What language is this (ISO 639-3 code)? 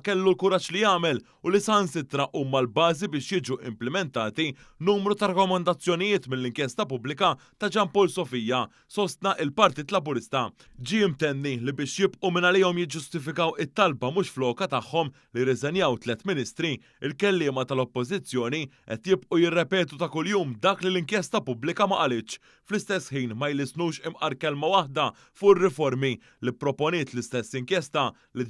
mlt